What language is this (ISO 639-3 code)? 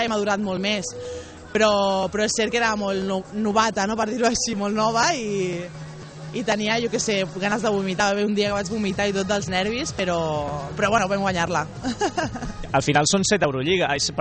cat